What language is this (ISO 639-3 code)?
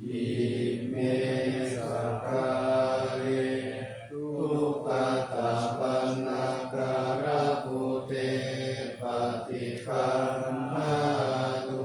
pli